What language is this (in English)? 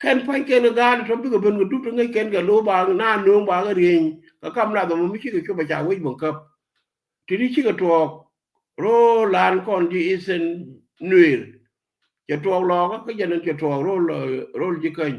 Nuer